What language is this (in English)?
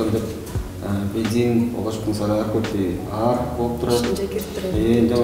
Tuvinian